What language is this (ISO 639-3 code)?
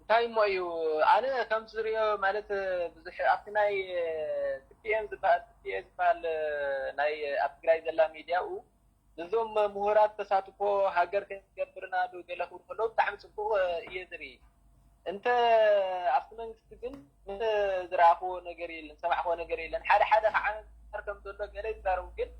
tir